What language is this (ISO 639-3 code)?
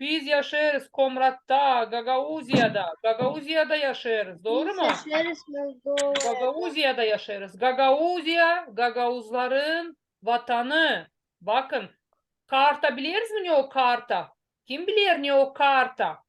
gag